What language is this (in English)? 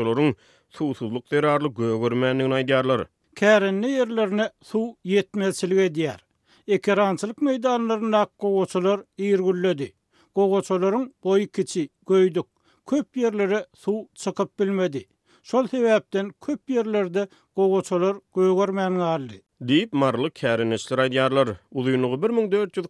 Turkmen